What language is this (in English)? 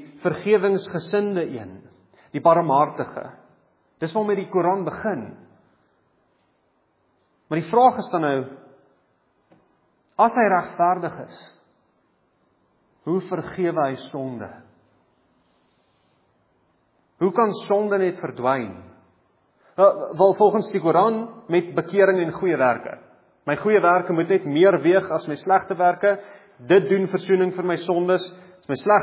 Afrikaans